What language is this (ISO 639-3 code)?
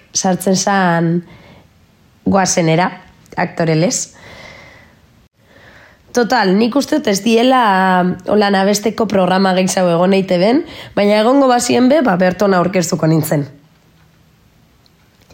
eus